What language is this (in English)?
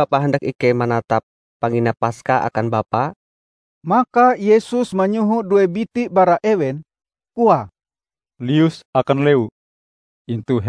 Ngaju